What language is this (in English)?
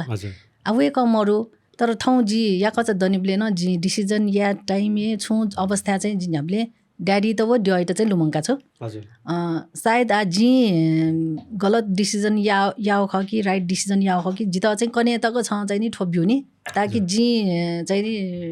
Newari